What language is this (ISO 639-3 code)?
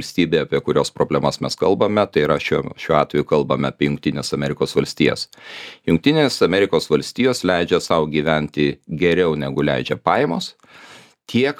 lit